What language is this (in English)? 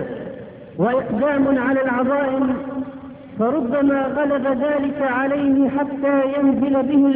Arabic